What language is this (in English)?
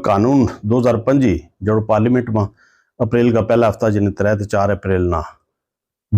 Gujari